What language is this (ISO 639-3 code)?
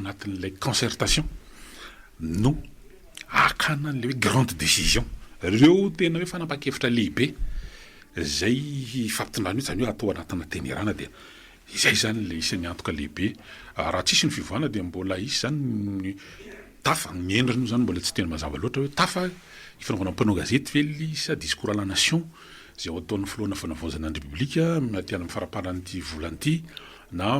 mlg